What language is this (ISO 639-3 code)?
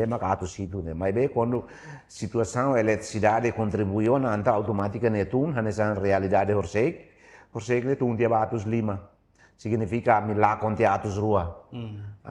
tet